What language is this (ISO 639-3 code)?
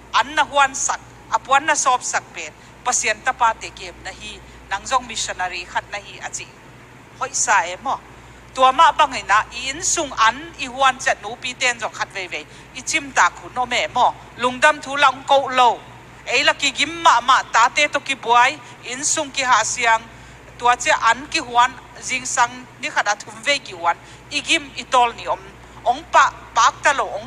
ctd